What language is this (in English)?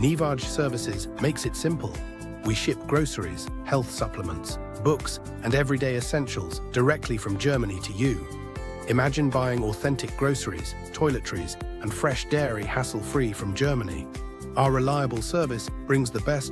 Ewe